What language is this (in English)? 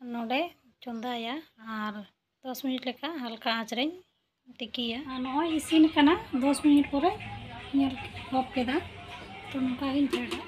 Santali